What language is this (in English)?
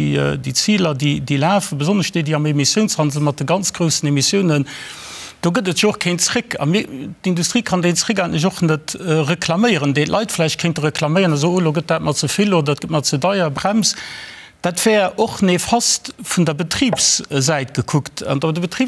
Luxembourgish